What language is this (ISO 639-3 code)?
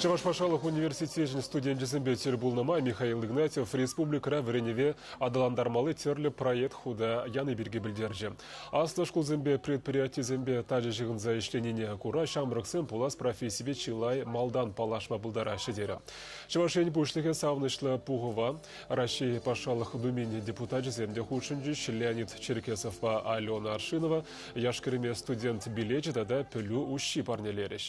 chv